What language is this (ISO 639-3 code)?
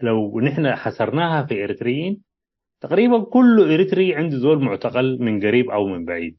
tig